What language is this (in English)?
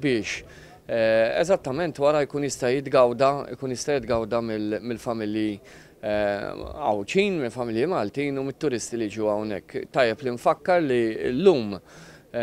Maltese